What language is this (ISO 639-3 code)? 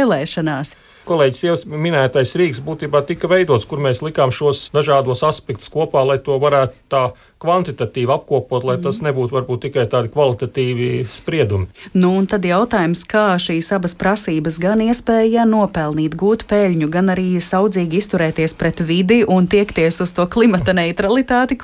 lav